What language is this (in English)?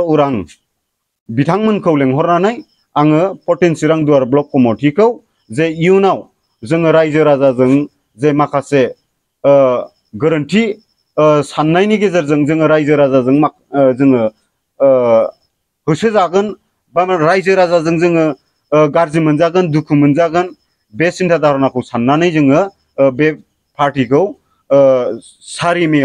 Bodo